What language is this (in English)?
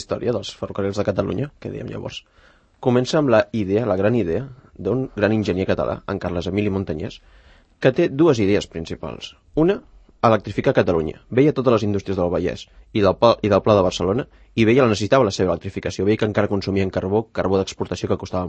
Catalan